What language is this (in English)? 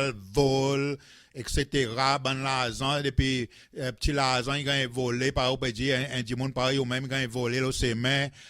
Seselwa Creole French